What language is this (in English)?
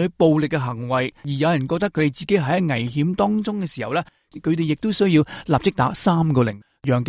Cantonese